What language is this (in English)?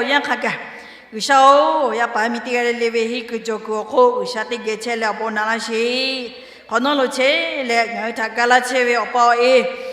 Lahu